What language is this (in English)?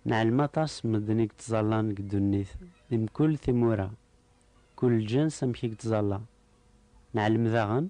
Kabyle